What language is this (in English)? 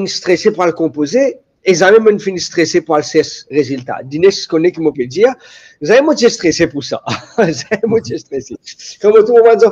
Morisyen